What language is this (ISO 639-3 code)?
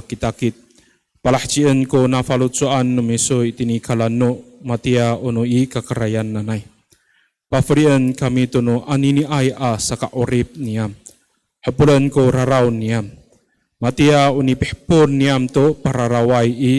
ami